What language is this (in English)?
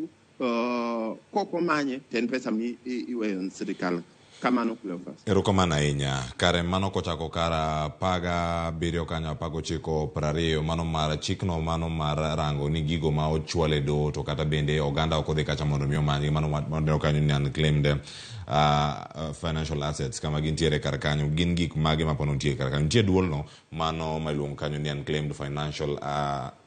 Luo (Kenya and Tanzania)